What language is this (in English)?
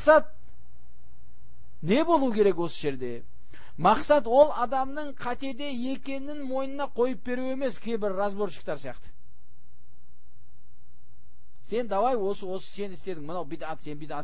Kazakh